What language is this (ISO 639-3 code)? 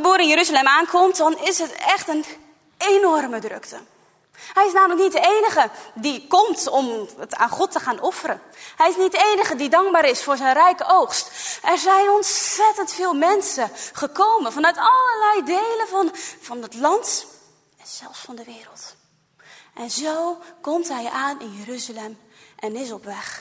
nld